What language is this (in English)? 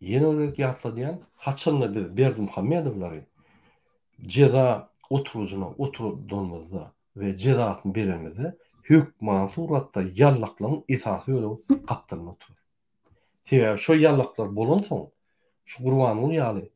Turkmen